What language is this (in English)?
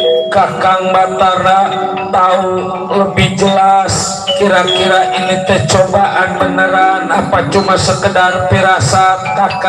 Betawi